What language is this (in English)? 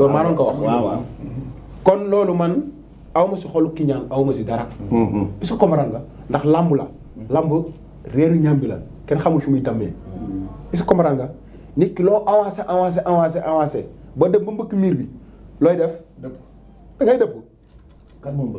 Wolof